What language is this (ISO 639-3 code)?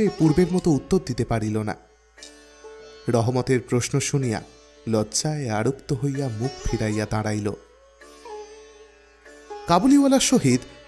ben